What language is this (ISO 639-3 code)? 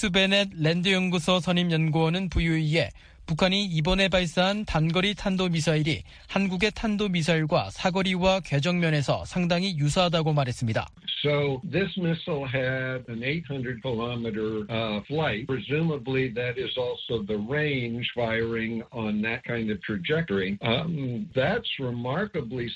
kor